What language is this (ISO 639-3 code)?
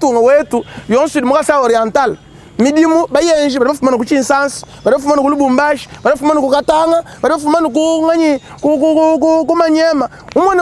lua